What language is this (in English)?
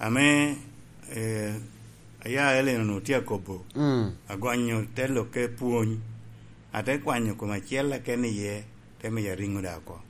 Lango (Uganda)